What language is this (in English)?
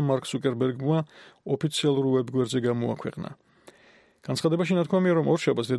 Georgian